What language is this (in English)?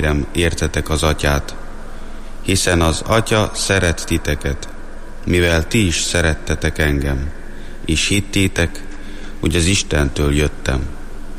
Hungarian